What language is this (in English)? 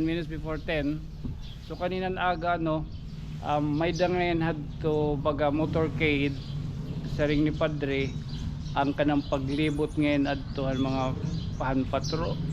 Waray